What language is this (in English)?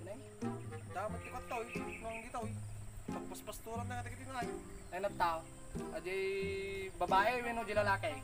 Iloko